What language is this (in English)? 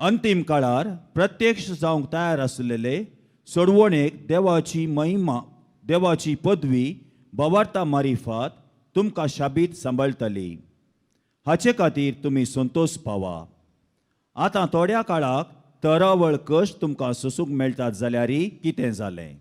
Konkani